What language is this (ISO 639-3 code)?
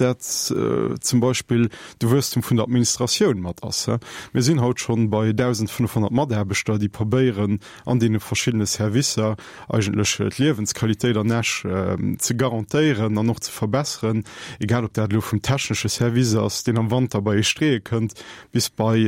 ltz